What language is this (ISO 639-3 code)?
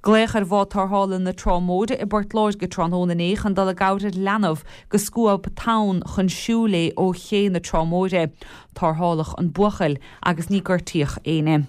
gle